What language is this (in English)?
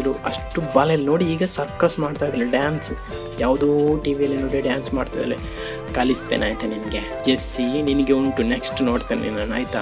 Kannada